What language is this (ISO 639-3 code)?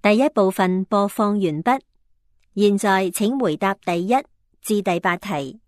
yue